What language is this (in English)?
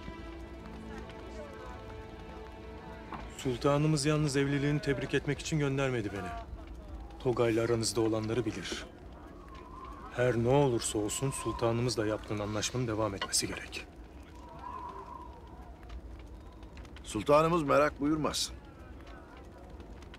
Turkish